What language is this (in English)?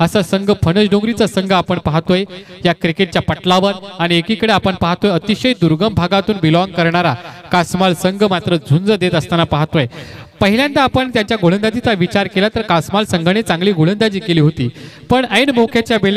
Marathi